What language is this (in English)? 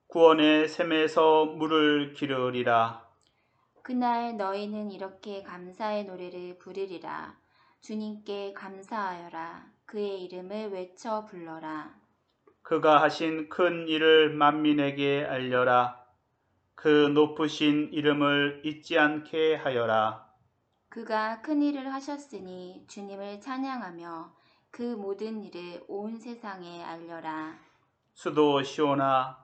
Korean